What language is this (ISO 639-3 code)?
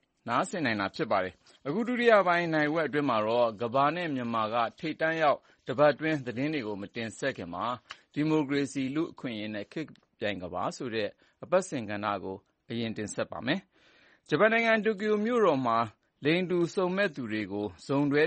mya